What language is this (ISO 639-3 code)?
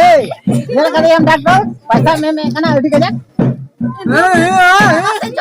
sat